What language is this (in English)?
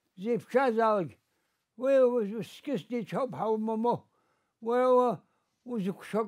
Abkhazian